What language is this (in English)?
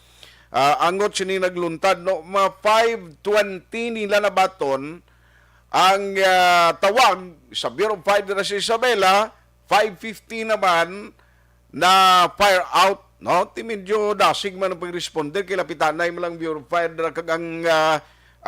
Hiligaynon